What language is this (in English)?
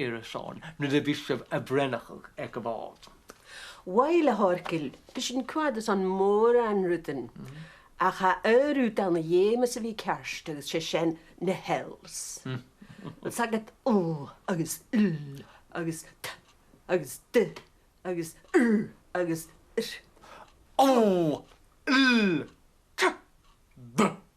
Scottish Gaelic